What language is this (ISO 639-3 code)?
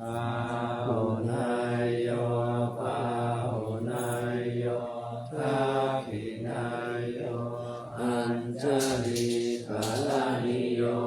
pli